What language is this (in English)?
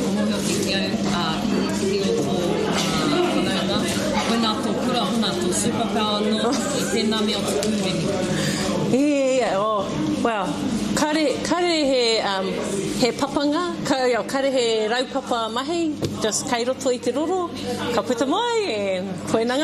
Māori